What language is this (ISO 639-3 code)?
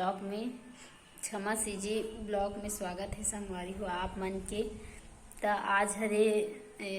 hne